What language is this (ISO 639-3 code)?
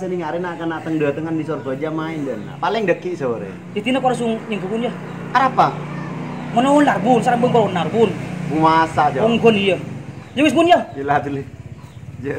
mad